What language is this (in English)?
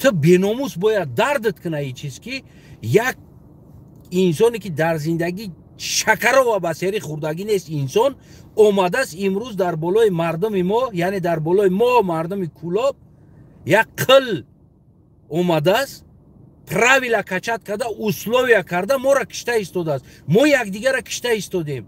Tajik